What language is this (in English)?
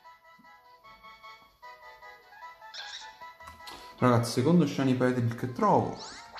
Italian